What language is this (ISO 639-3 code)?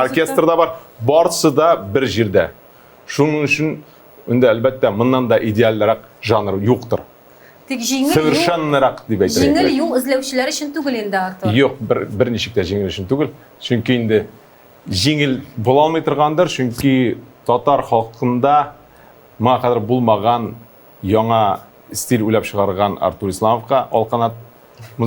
tat